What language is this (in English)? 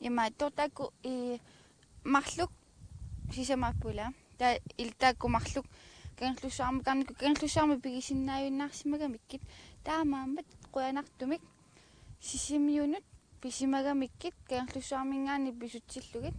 Kalaallisut